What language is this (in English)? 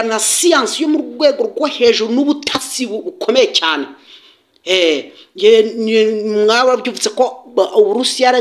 Kinyarwanda